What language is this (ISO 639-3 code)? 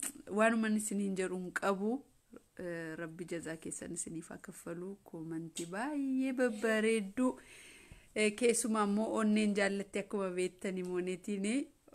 orm